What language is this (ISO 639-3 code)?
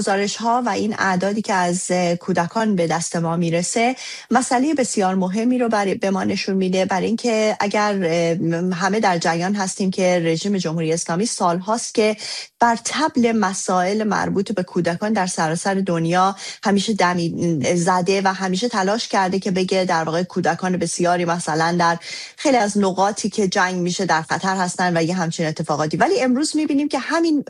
fas